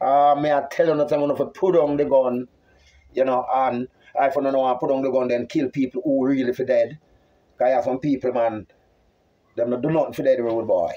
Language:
Jamaican Creole English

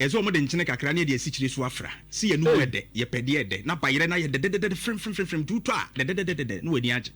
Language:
Akan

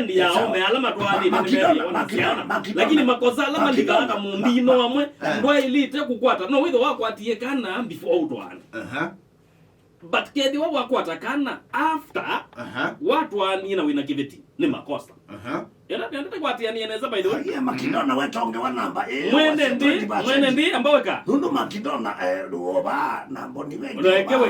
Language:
Kamba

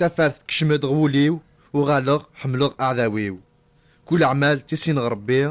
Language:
Kabyle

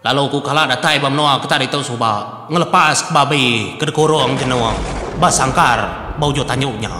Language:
Iban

